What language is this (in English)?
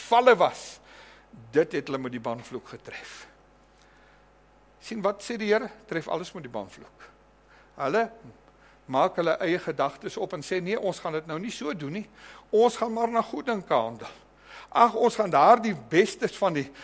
Afrikaans